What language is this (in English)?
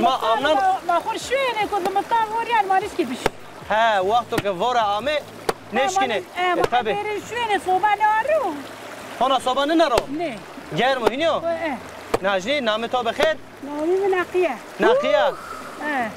Zaza